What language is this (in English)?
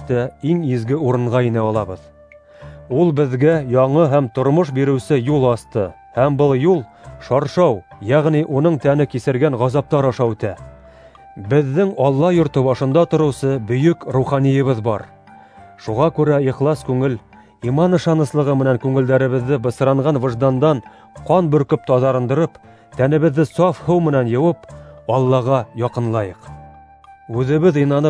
Bashkir